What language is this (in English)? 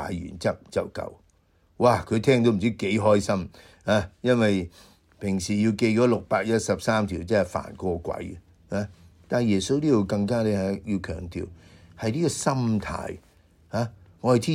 Cantonese